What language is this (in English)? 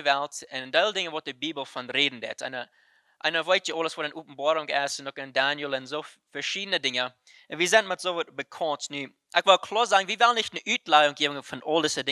Plautdietsch